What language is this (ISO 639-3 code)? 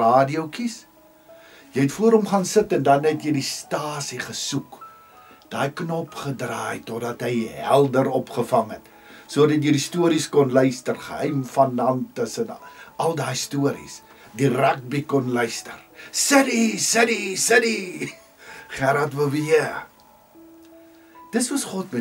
afr